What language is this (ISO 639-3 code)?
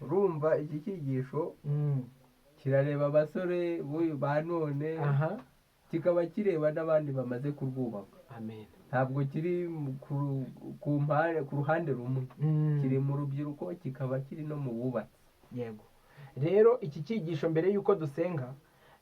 kin